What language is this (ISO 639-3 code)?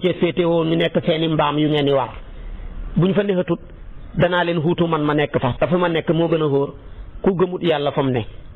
wol